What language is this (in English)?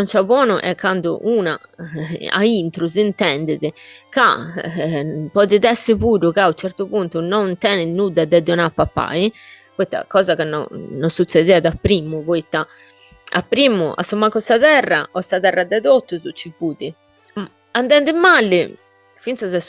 Sardinian